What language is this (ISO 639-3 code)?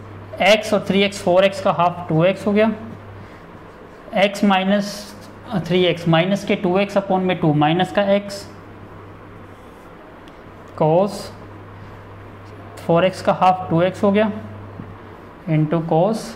hin